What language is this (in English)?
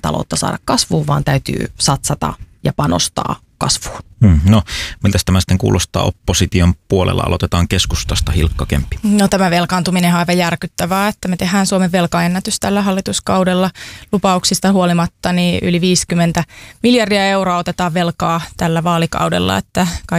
Finnish